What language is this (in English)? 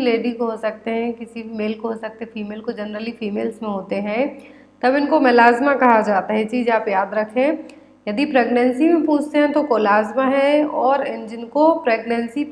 Hindi